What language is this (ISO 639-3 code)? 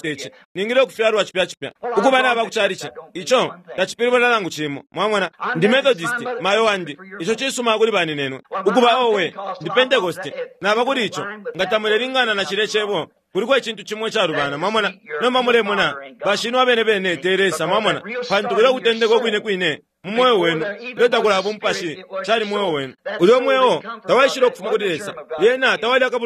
bem